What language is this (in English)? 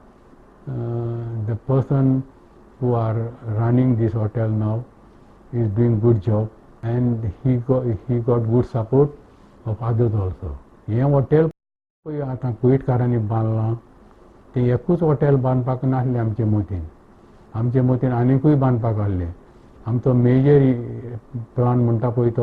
Konkani